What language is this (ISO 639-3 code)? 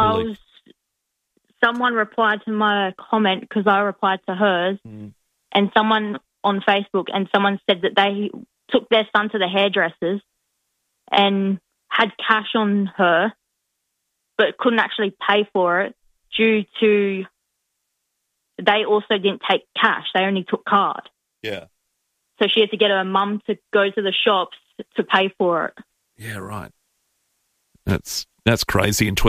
eng